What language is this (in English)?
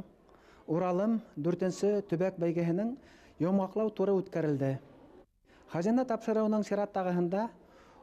Bashkir